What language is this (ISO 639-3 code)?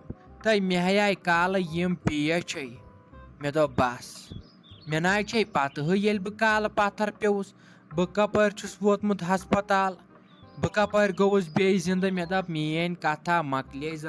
kas